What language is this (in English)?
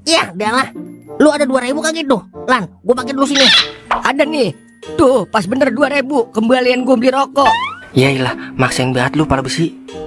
Betawi